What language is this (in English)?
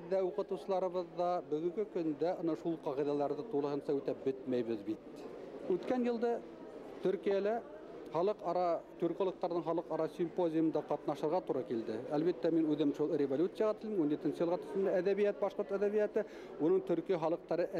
Bashkir